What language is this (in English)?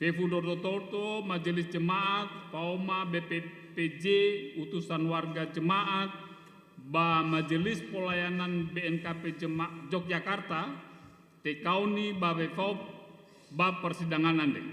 Nias